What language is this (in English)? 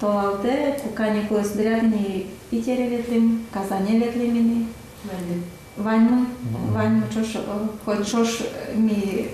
Udmurt